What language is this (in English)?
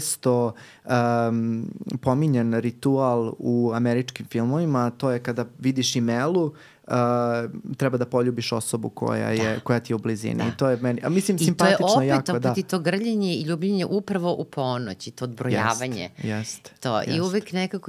Serbian